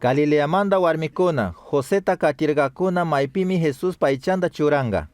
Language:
Chimborazo Highland Quichua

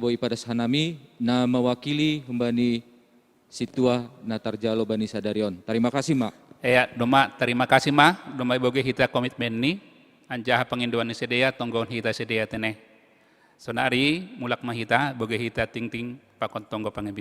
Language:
Batak Simalungun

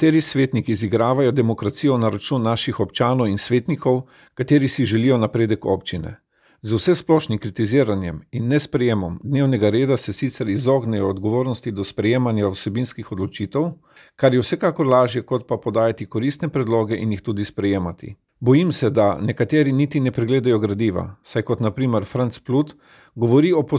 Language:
Slovenian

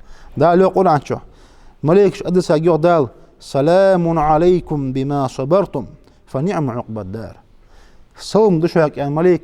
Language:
Ingush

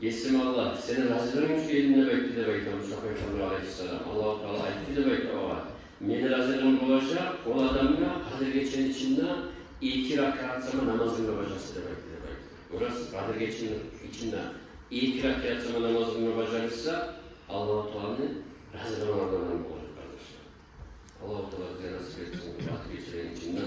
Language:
Kumyk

